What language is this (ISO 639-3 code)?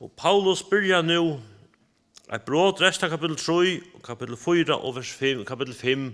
fao